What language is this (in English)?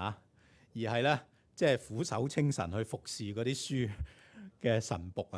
Cantonese